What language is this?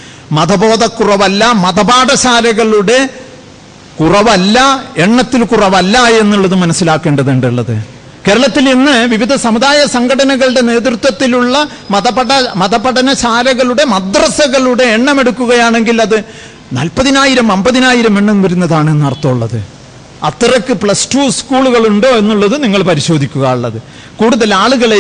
Malayalam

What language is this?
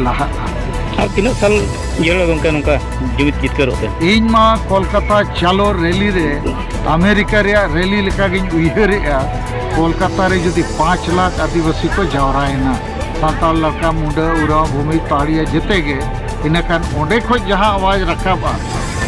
Santali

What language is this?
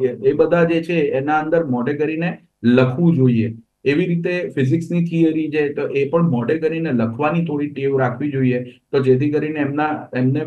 Gujarati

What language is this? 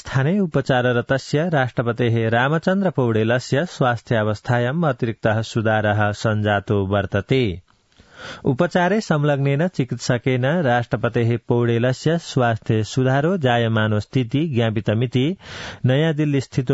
Sanskrit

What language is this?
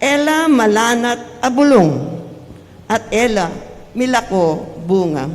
Pampanga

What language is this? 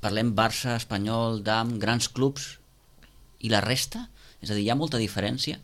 Catalan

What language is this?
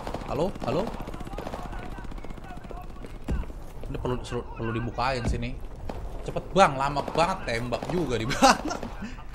Indonesian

